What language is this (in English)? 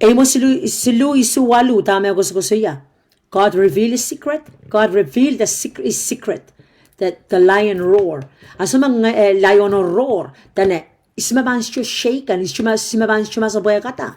Pohnpeian